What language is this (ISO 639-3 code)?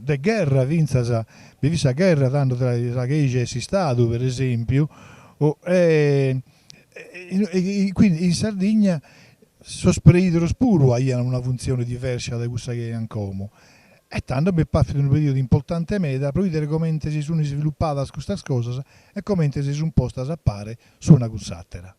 srd